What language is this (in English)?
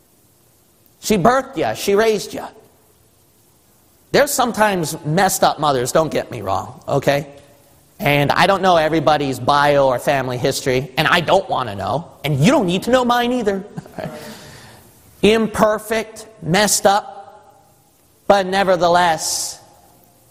English